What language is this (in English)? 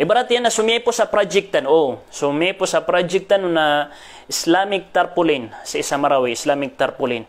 Maranao